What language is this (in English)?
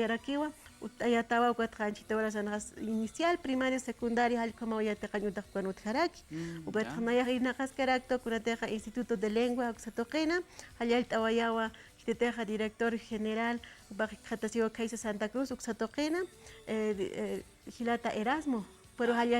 Aymara